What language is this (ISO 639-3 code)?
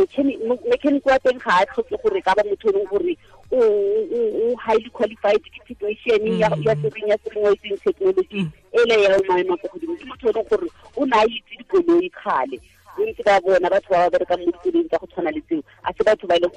tsn